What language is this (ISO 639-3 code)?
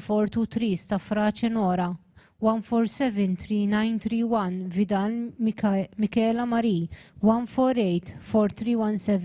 eng